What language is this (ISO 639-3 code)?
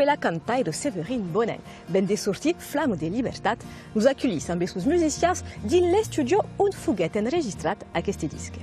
oci